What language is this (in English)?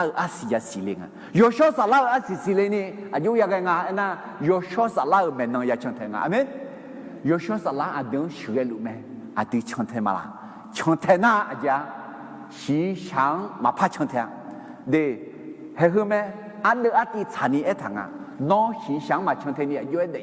Akha